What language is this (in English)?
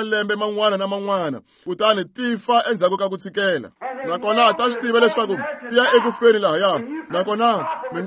Tsonga